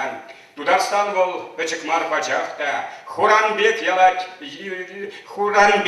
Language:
Chuvash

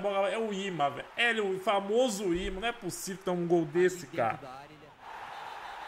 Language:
Portuguese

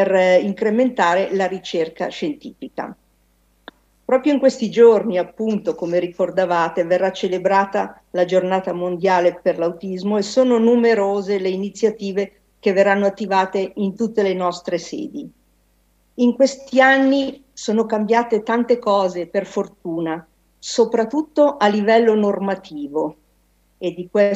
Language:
Italian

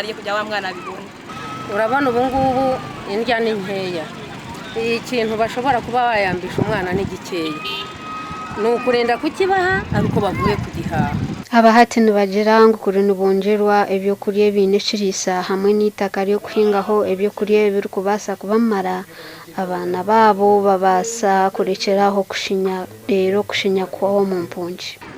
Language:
Nyankole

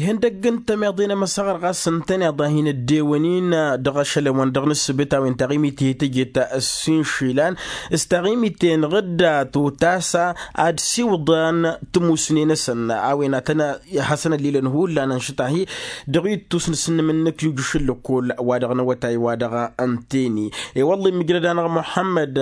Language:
Tamasheq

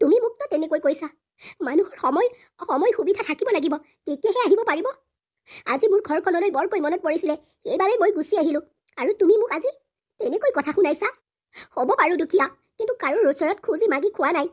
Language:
Assamese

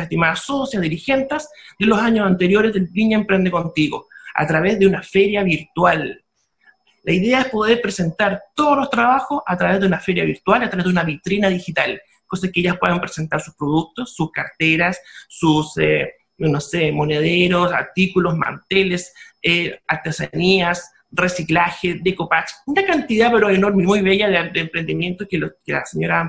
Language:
Spanish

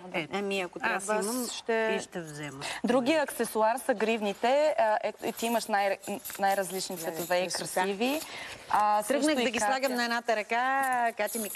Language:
Bulgarian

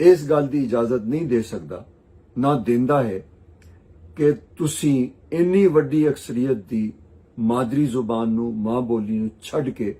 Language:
Western Panjabi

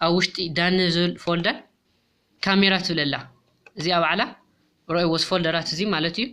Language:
Tigrinya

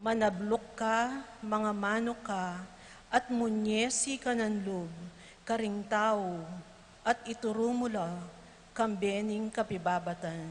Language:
Pampanga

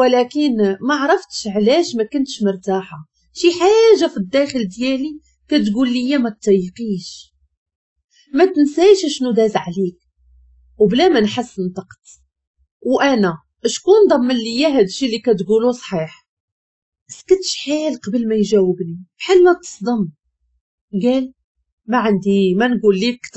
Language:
Moroccan Arabic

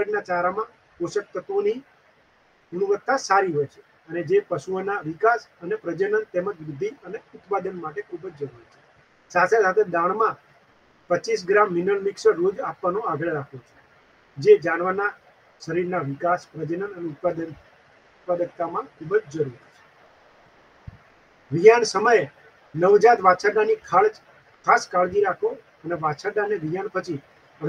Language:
Gujarati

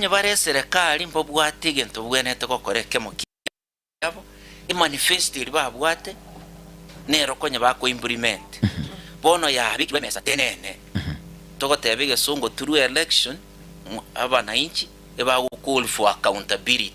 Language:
Gusii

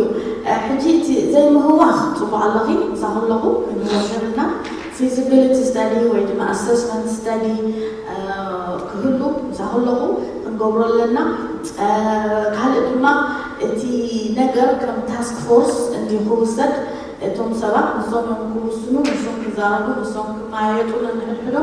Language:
Tigrinya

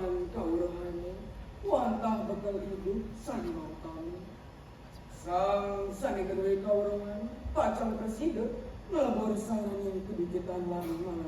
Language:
Balinese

